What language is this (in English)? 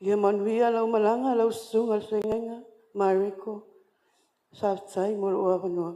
Samoan